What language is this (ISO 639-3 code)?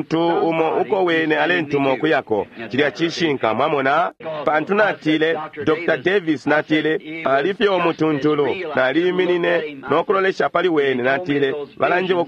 bem